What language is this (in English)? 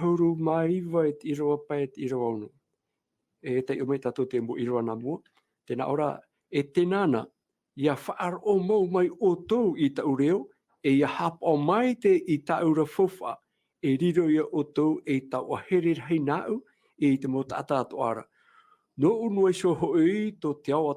Tahitian